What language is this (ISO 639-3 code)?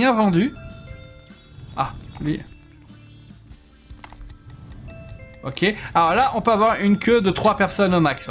fra